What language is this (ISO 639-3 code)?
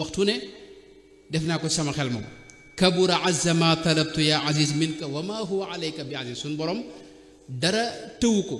wol